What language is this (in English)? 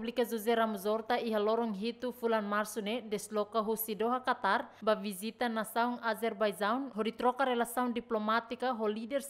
Tetum